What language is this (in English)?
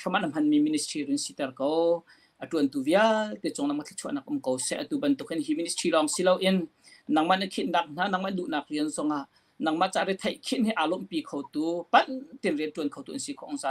Hakha Chin